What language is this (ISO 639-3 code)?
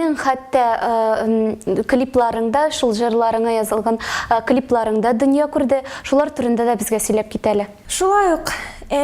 tat